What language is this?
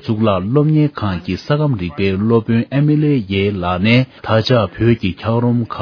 Tibetan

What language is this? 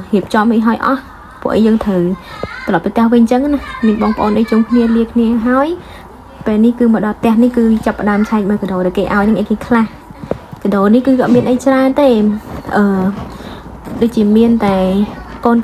Khmer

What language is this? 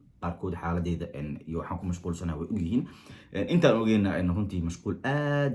Somali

